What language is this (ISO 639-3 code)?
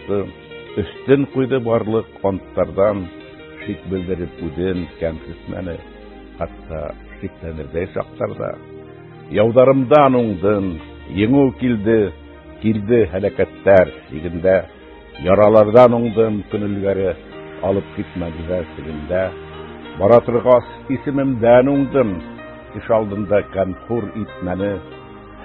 bak